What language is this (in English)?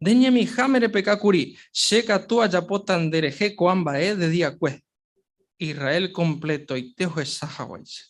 Guarani